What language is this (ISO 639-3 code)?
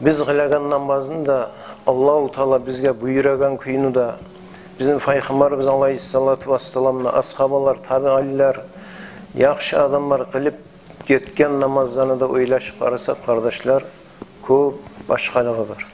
kum